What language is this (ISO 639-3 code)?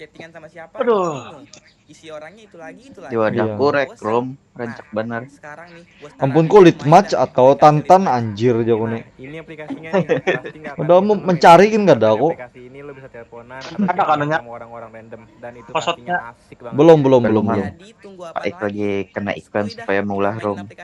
bjn